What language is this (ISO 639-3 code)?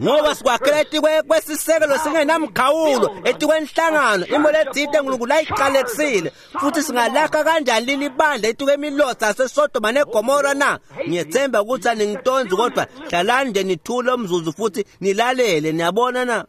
ssw